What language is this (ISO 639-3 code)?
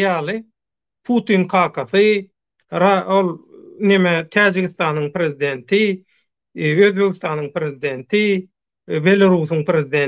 tuk